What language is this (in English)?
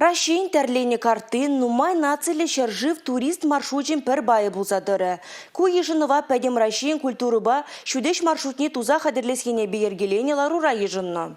Chuvash